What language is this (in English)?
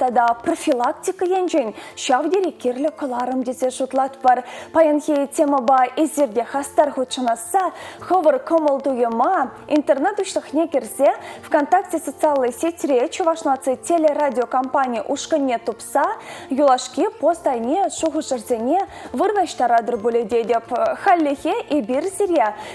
Chuvash